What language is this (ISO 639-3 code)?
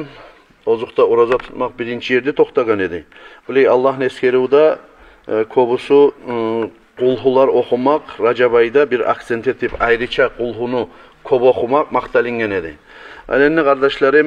kum